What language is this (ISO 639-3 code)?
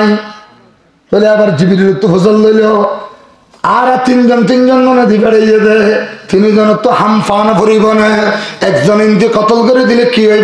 rhg